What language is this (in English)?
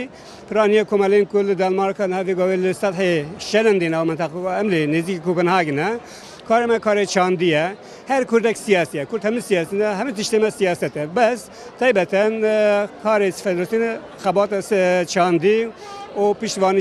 Kurdish